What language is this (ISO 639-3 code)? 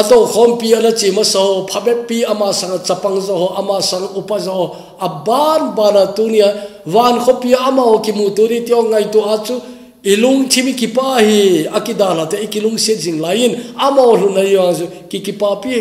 tcz